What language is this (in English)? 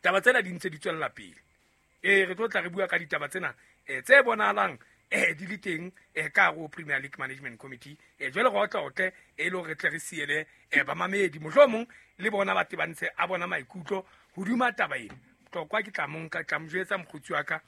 Southern Sotho